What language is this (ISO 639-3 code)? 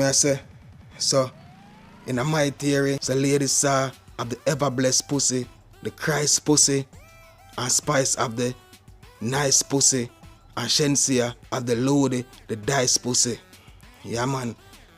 jam